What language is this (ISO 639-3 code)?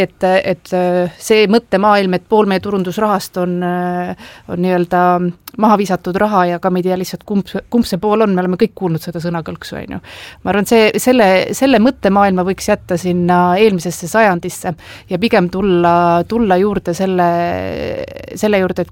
est